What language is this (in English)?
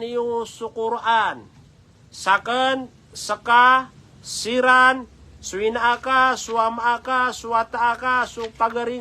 Maranao